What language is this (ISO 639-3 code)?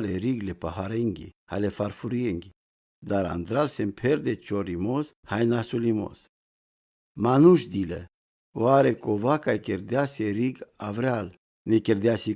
rom